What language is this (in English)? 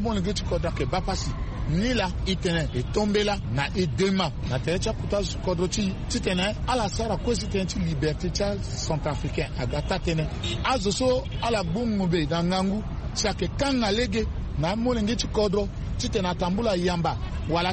Sango